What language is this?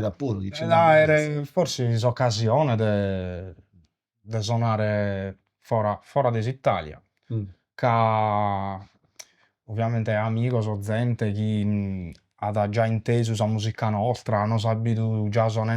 Sardinian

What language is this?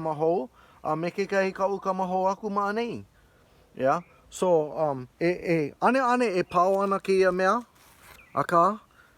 Hawaiian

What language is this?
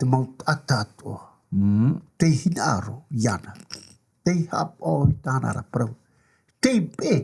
Tahitian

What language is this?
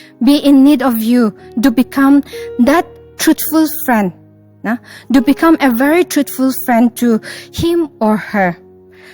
Ao Naga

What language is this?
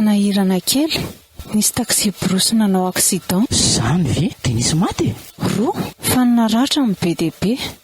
Malagasy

